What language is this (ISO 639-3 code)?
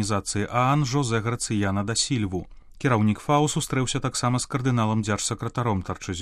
bel